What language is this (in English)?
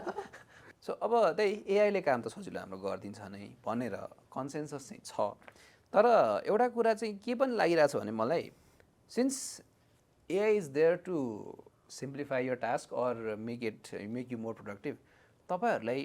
Nepali